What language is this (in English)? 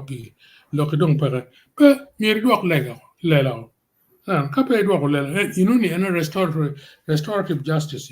Acoli